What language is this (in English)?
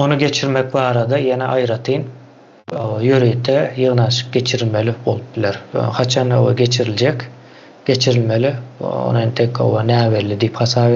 Turkmen